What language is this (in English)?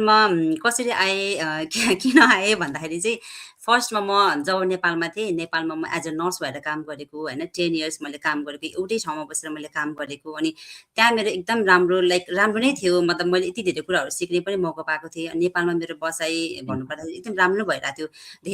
Nepali